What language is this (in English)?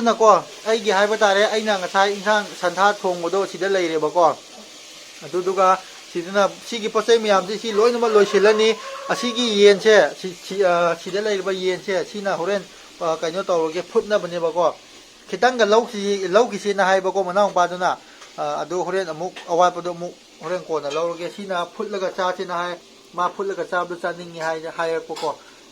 Manipuri